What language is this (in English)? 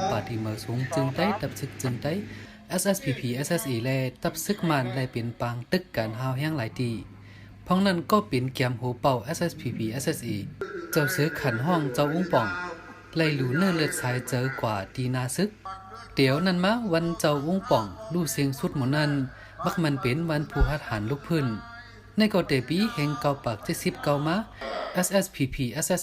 Shan